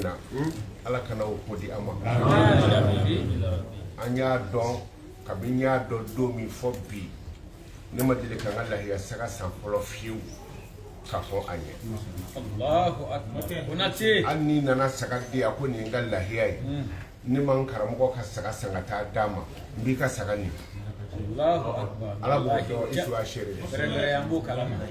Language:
Bambara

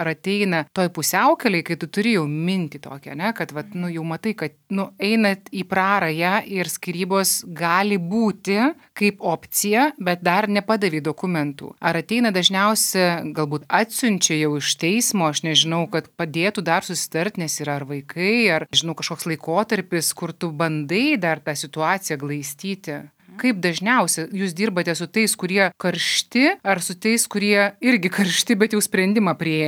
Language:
Lithuanian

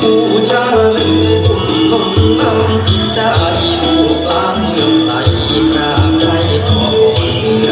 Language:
Northeastern Thai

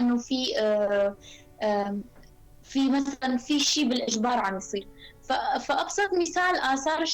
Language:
North Levantine Arabic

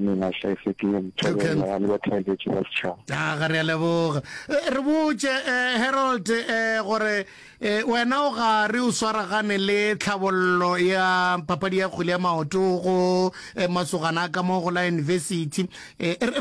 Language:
Northern Sotho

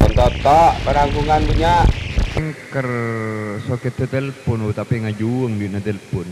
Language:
Madurese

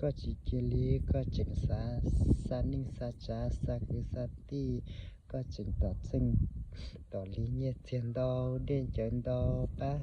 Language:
Hmong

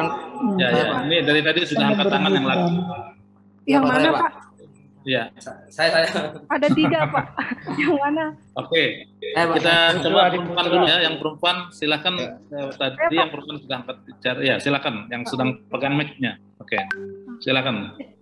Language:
Indonesian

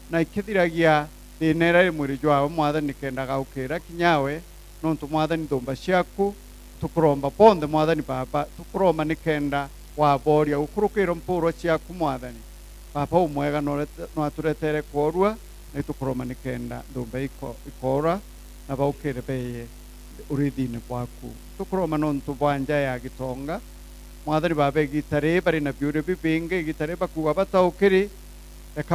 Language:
Meru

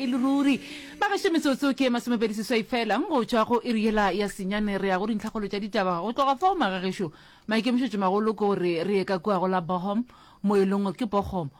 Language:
Northern Sotho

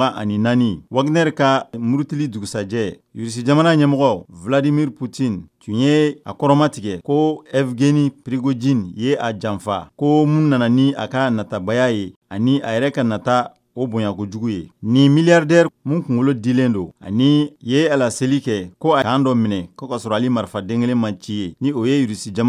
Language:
Bambara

